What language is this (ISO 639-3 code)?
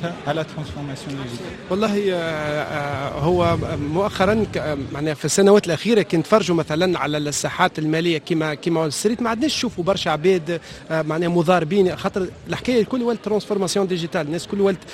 aeb